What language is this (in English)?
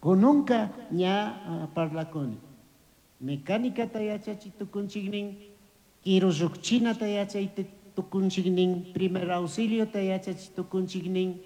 Chimborazo Highland Quichua